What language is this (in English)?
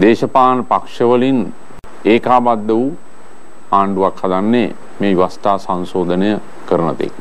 Sinhala